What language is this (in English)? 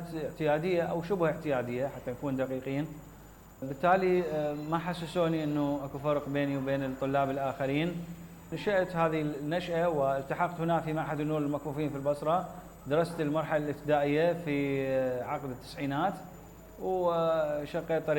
Mesopotamian Arabic